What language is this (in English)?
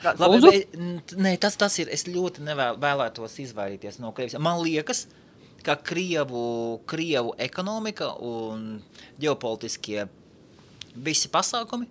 Latvian